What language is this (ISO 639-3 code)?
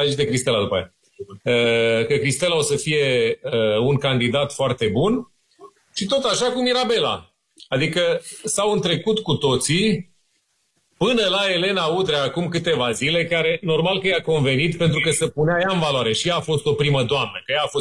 ron